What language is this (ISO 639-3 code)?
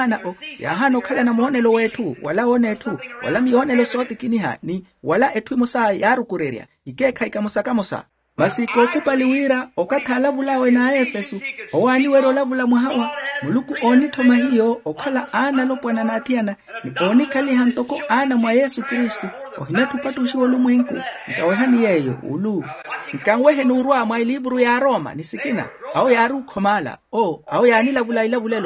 vmw